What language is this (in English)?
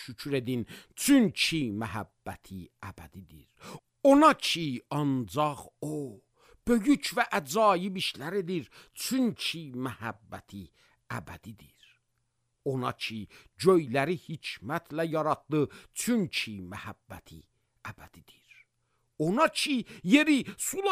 Azerbaijani